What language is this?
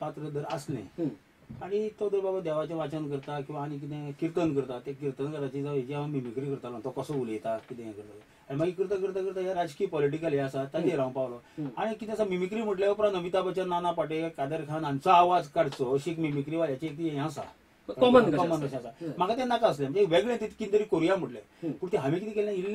Konkani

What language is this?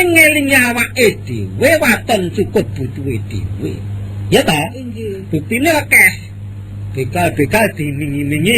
Javanese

